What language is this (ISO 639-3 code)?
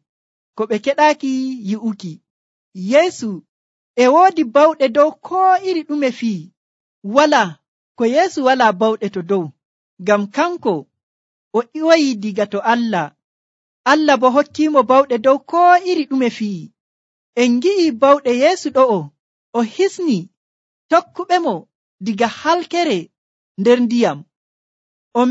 fuv